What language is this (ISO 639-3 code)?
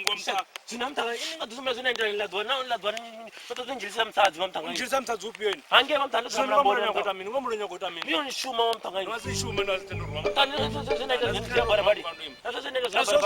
ven